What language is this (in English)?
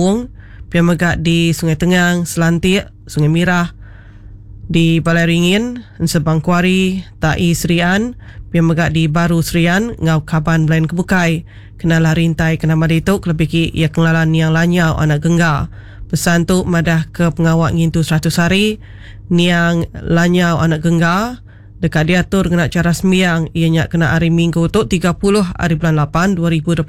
Iban